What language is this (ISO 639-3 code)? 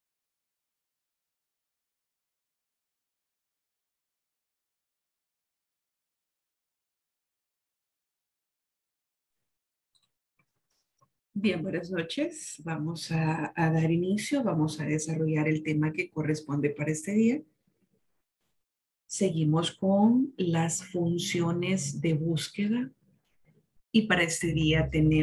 spa